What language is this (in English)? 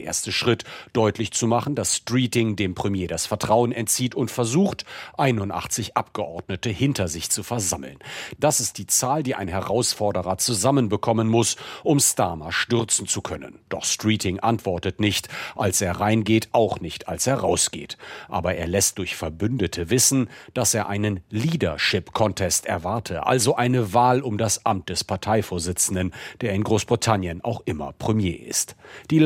German